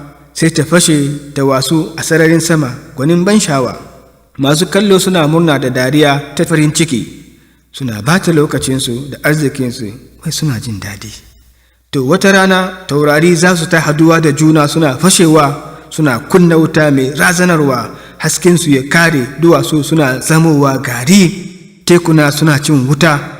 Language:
Hausa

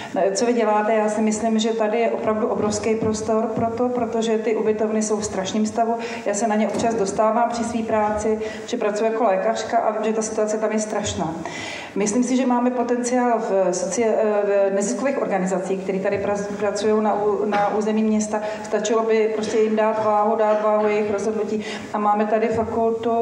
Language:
Czech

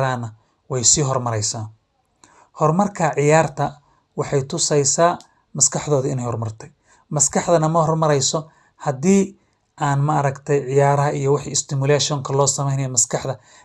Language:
Somali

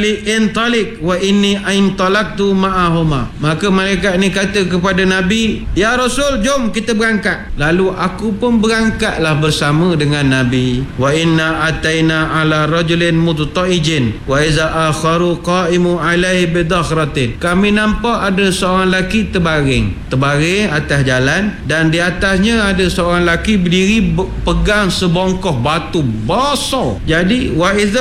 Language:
Malay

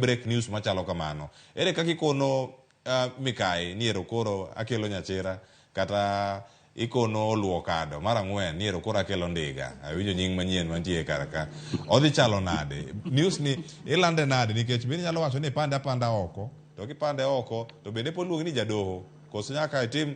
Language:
Luo (Kenya and Tanzania)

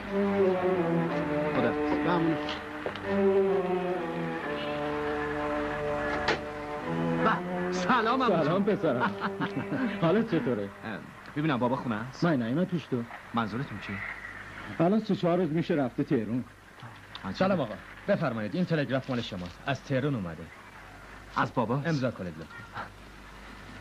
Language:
Persian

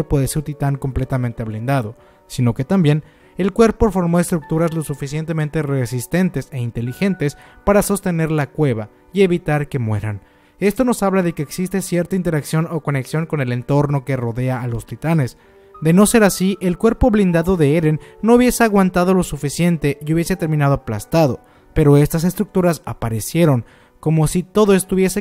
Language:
Spanish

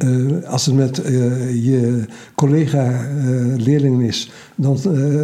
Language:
Dutch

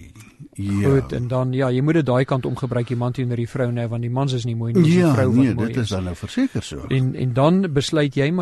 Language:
Afrikaans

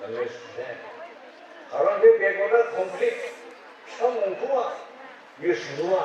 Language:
Bodo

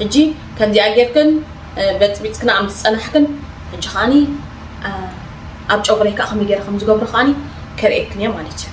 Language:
Tigrinya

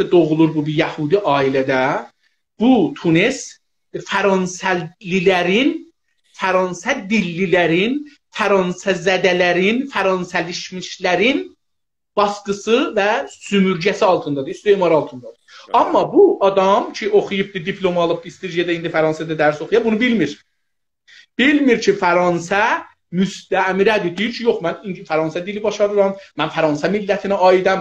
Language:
South Azerbaijani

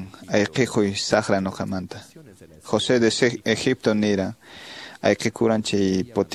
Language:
Quechua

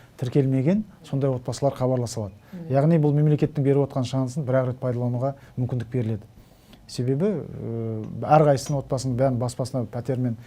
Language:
Kazakh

